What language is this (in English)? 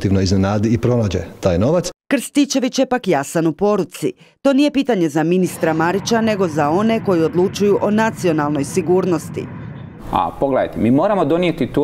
Croatian